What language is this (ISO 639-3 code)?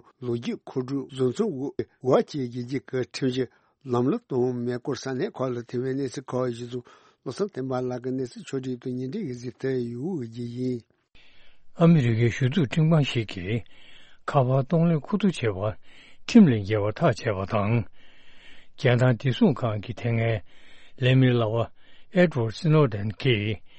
bod